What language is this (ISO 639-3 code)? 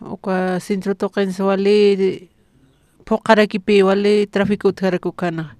aym